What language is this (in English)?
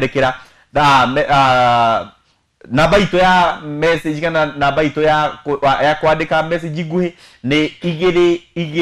Kikuyu